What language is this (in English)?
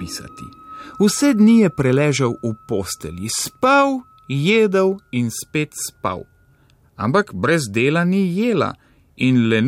Slovenian